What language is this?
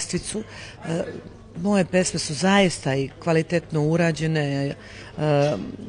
Serbian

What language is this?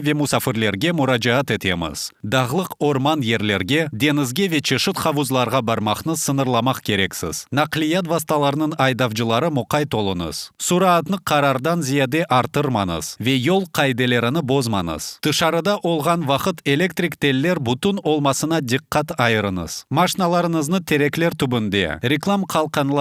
Crimean Tatar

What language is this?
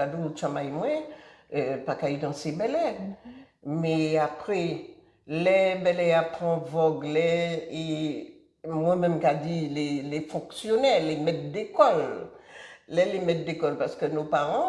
Guadeloupean Creole French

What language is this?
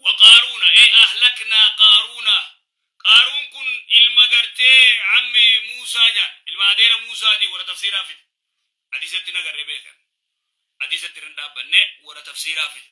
Oromo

